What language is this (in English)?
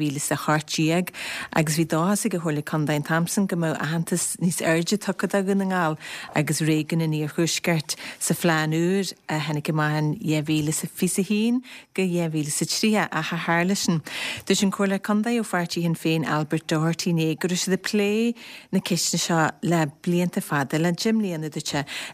Irish